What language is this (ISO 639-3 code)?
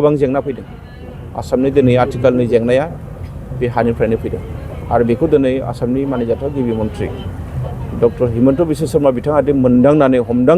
brx